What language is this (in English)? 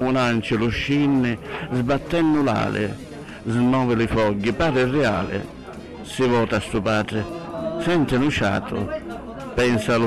Sicilian